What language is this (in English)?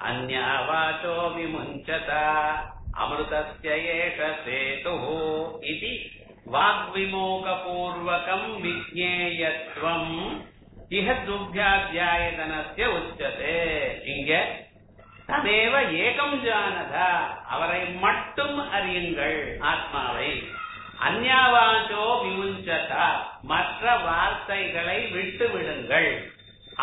Tamil